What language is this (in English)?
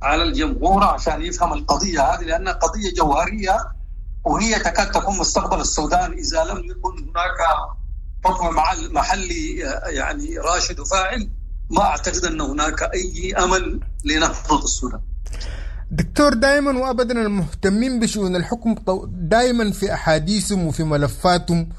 Sudanese Arabic